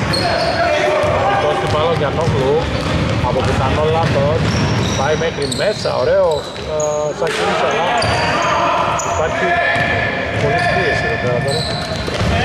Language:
Greek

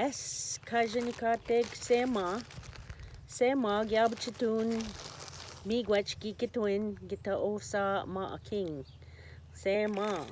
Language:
Ojibwa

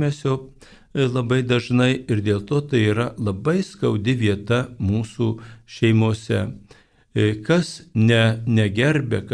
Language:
Lithuanian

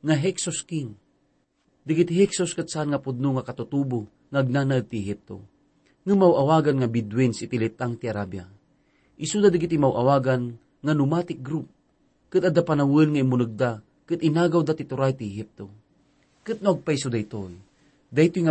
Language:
Iloko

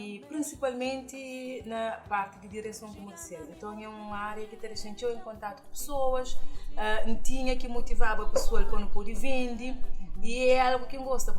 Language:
Kabuverdianu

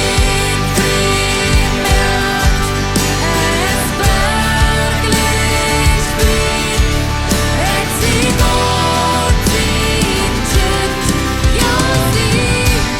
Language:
Plautdietsch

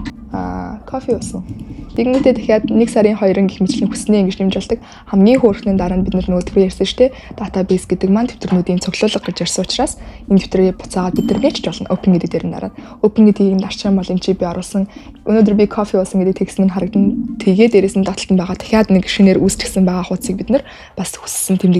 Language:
Mongolian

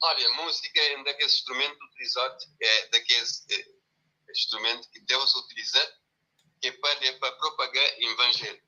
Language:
Kabuverdianu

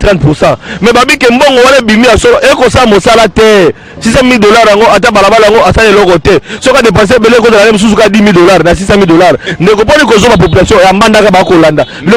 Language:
Lingala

